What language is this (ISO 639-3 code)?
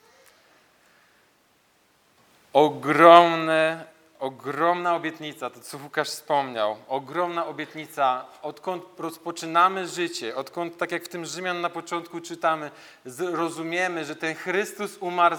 pol